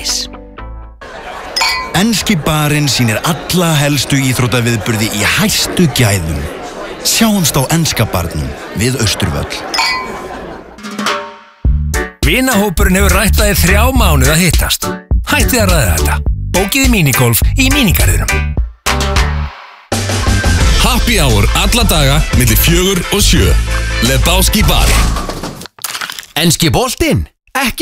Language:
Icelandic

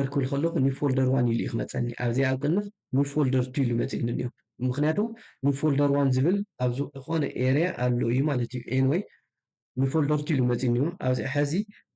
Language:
Tigrinya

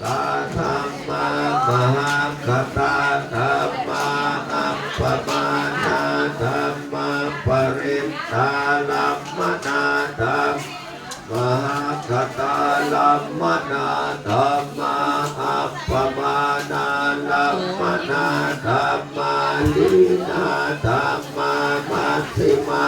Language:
Pali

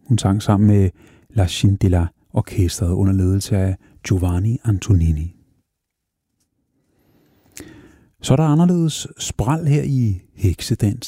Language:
Danish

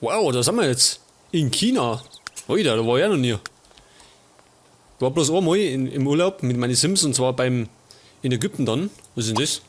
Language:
Bavarian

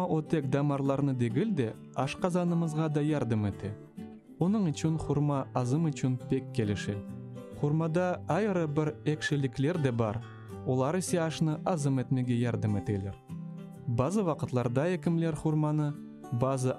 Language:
Crimean Tatar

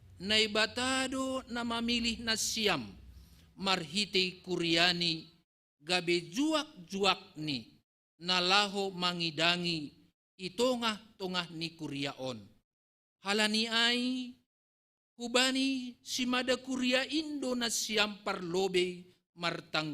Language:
Batak Simalungun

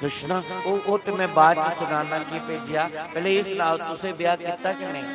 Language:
Dogri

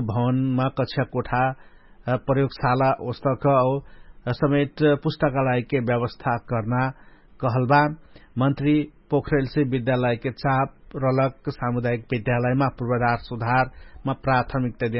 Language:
Dangaura Tharu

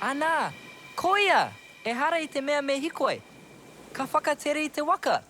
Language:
Māori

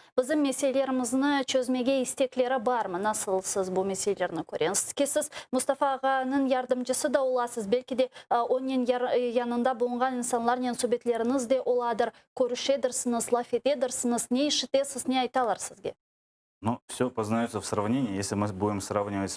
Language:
Crimean Tatar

